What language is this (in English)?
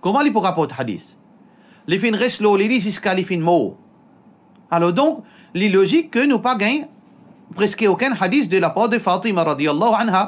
Morisyen